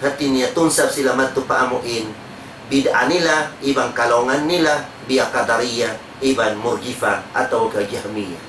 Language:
Tausug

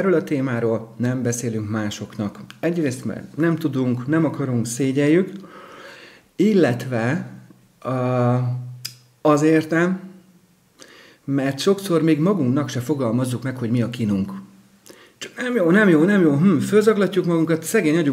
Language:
Hungarian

